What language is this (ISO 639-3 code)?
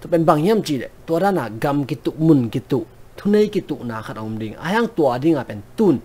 ctd